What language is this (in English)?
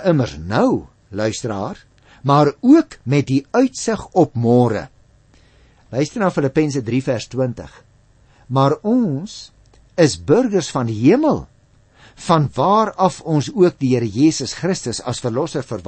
Afrikaans